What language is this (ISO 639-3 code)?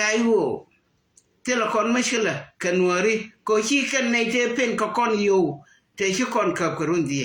nus